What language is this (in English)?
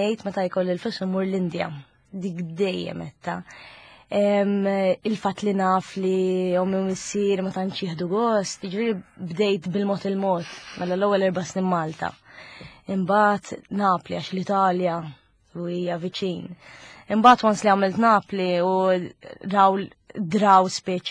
Maltese